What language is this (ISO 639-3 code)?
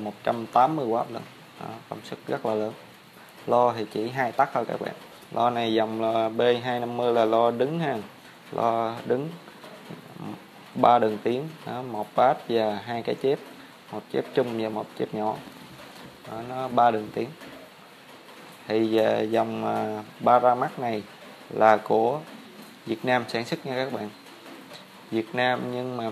vie